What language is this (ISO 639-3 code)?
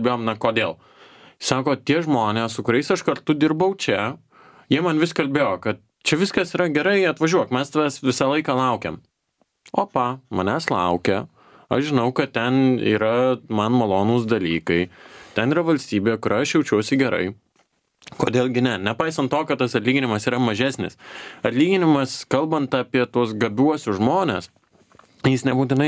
lit